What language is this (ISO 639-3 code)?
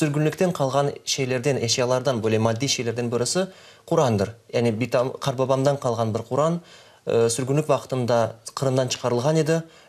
crh